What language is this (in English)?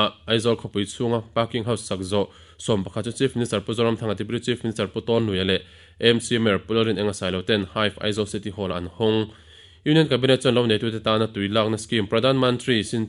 Mizo